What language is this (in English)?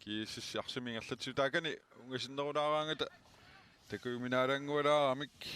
Kalaallisut